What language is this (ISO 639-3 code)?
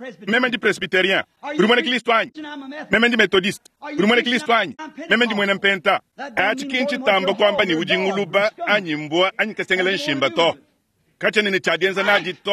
lua